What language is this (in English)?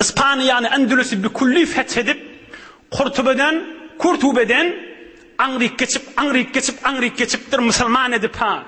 Turkmen